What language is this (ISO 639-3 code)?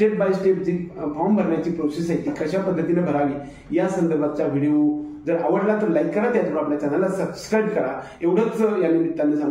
mar